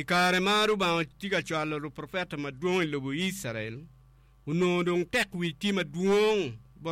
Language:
Acoli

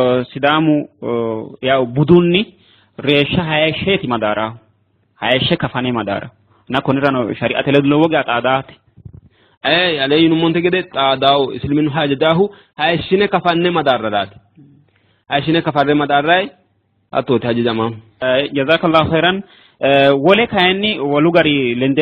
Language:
Sidamo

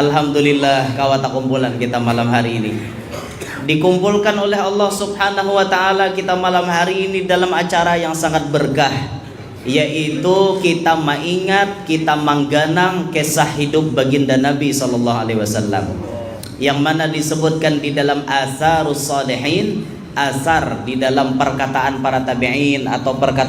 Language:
Banjar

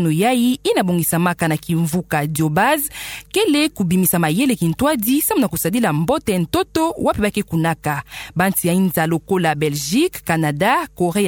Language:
Kituba (Democratic Republic of Congo)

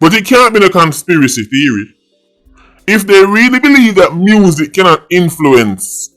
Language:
Jamaican Creole English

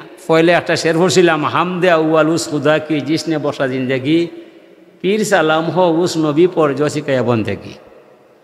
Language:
Sylheti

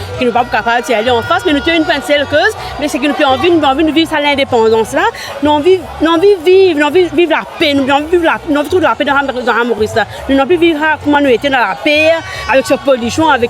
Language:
Morisyen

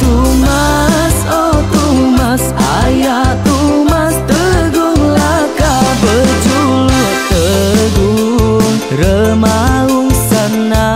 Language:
Iban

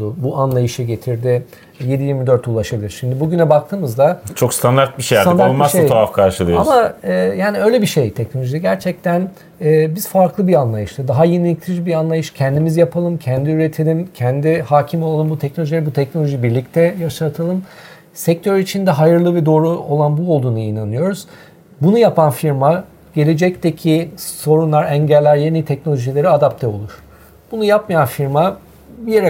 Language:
Turkish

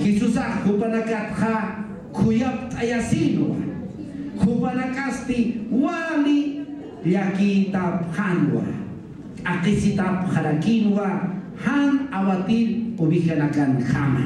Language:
Aymara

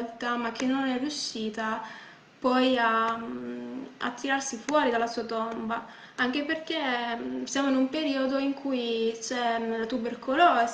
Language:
Italian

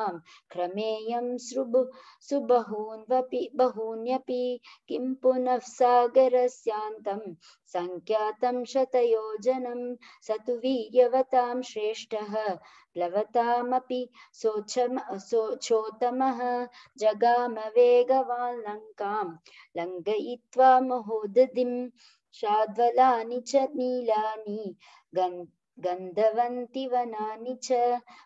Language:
Sanskrit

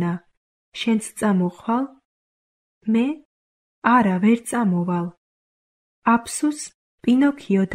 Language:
Georgian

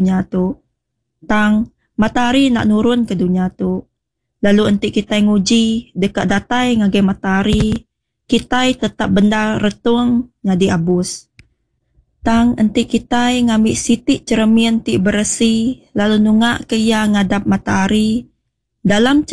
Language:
Iban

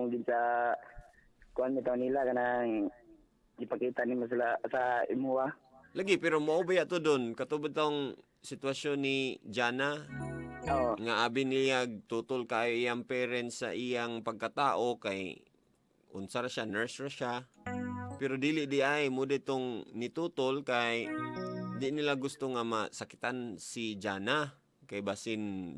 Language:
Cebuano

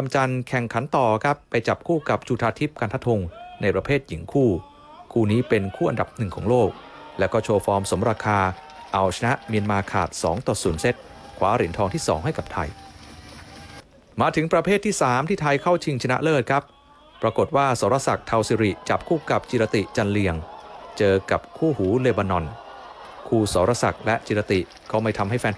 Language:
Thai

